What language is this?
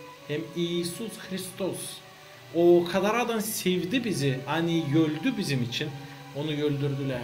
Gagauz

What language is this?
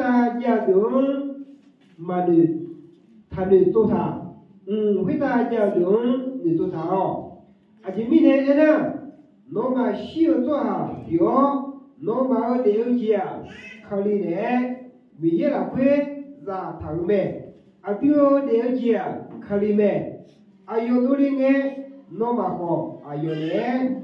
Akha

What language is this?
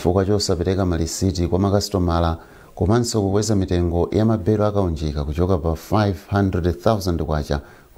Nyanja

